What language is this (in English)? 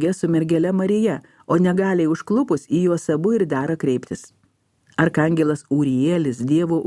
Lithuanian